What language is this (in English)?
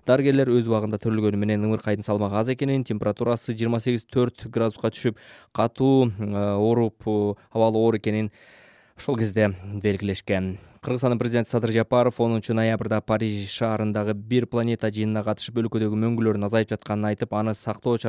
Kyrgyz